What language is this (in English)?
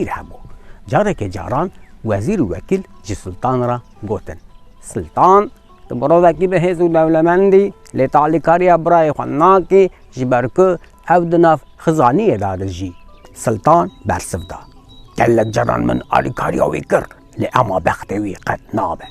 Kurdish